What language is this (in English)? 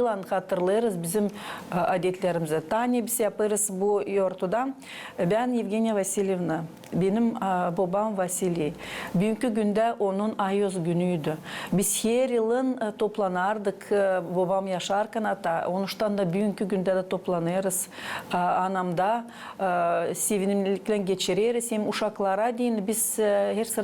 Gagauz